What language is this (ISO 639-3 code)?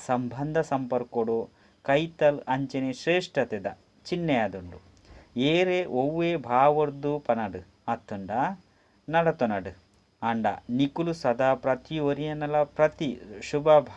tcy